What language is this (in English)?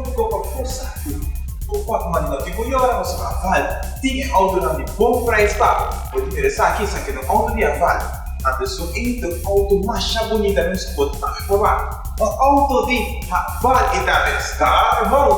Papiamento